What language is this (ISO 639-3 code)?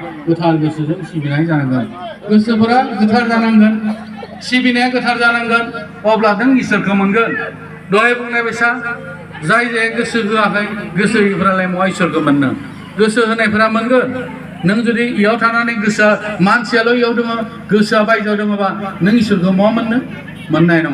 brx